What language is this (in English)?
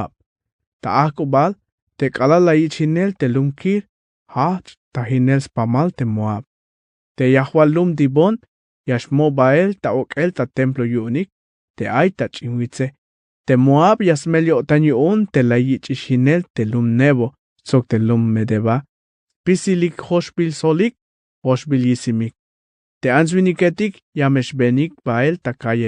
Tzeltal